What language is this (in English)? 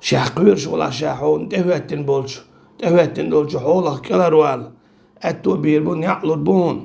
Chechen